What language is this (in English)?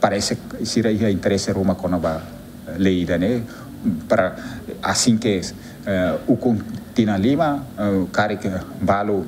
Tetum